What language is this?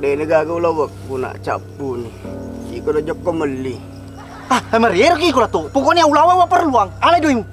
Buginese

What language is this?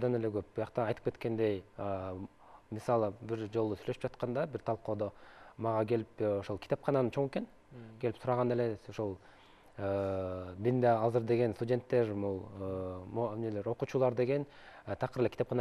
Kyrgyz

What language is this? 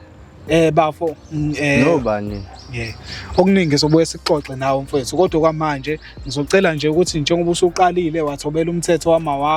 Zulu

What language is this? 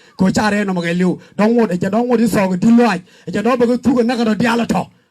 Nuer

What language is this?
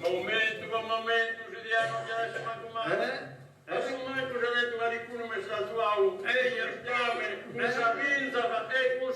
Sardinian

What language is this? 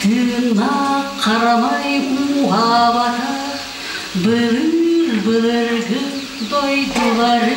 Yakut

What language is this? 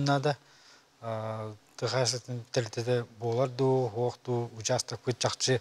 Yakut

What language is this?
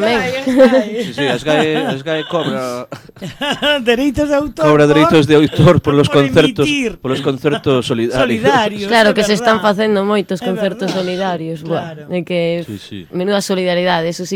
Galician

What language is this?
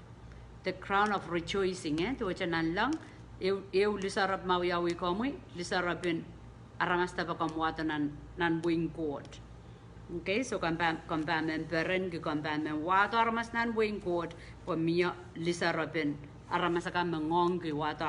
Pohnpeian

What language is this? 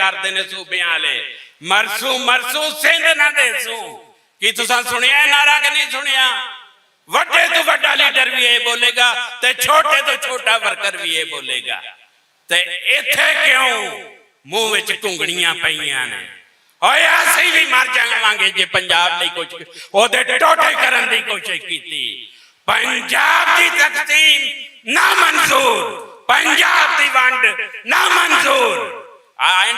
Western Panjabi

